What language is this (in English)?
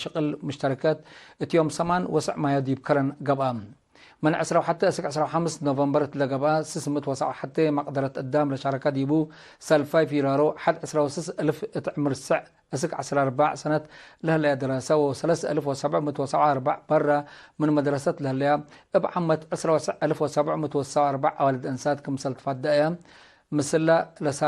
Tigre